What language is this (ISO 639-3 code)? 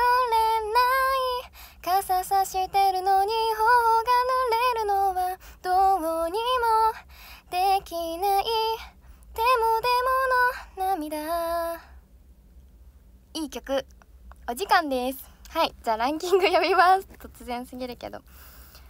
jpn